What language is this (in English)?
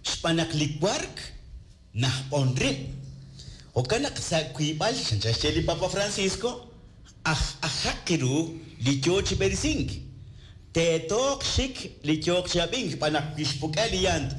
Kekchí